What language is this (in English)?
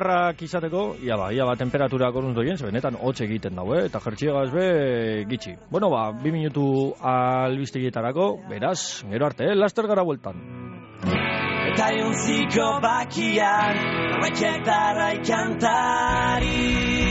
Basque